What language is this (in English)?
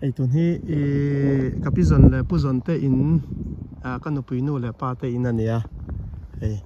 Mizo